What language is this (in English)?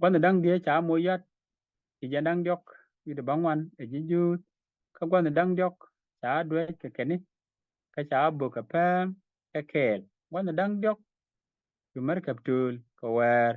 Nuer